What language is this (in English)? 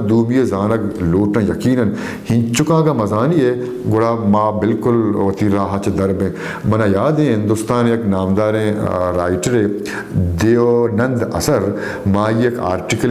Baluchi